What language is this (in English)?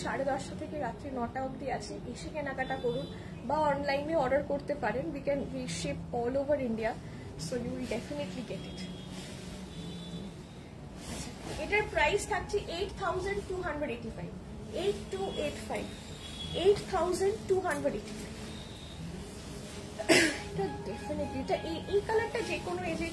Bangla